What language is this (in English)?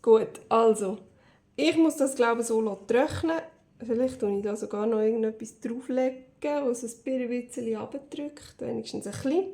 Swiss German